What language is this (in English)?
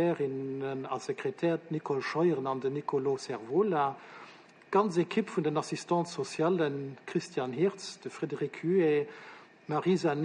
Luxembourgish